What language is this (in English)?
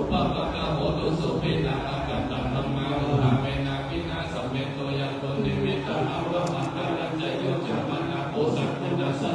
Pali